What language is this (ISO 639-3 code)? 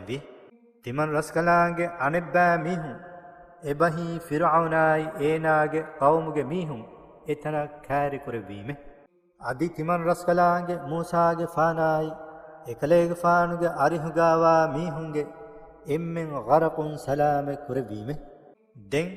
div